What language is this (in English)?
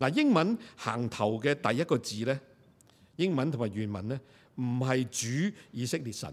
Cantonese